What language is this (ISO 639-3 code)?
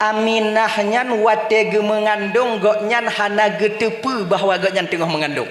ace